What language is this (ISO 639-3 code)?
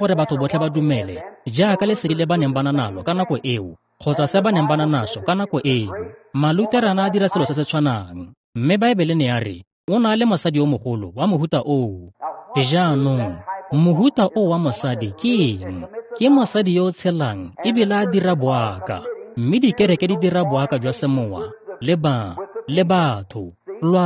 tsn